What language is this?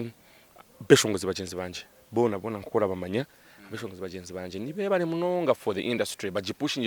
Nyankole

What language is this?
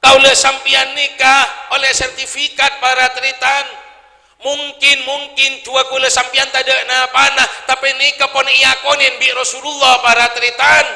Madurese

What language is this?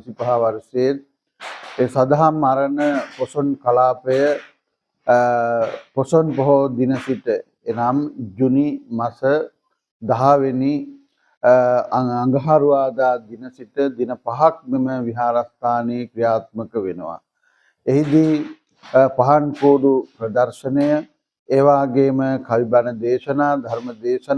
Sinhala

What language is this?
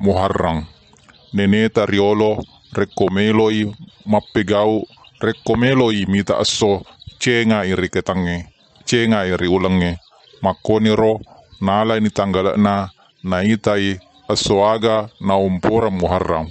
Buginese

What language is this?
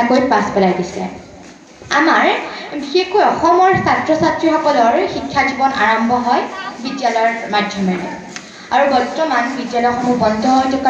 Assamese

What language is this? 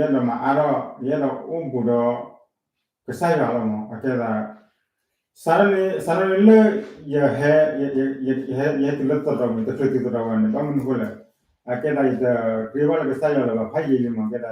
S'gaw Karen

